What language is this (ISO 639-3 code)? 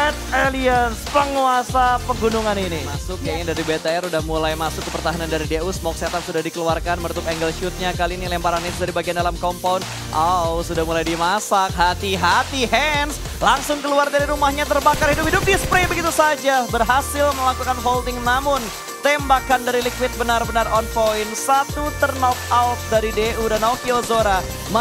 ind